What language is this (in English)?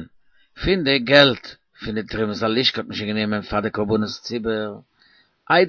Yiddish